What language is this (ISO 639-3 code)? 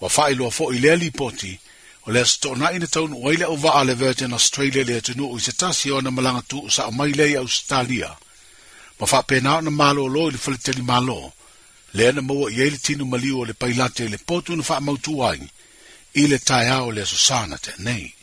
smo